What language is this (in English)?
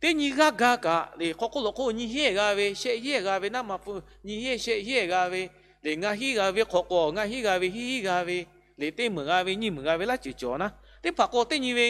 Lahu